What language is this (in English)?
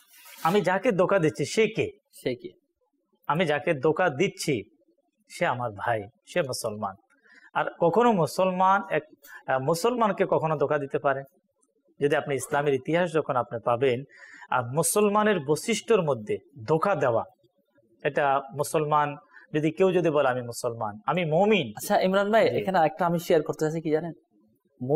Bangla